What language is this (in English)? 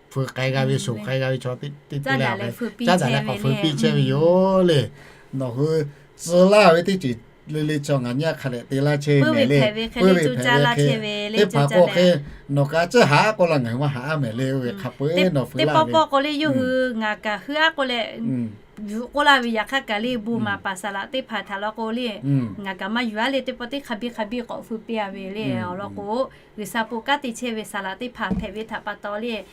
Lahu